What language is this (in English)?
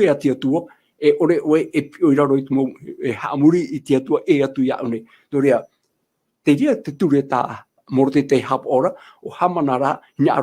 Tahitian